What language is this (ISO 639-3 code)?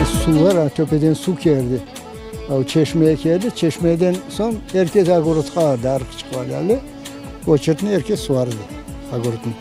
crh